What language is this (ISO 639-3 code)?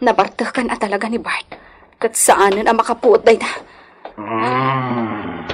ilo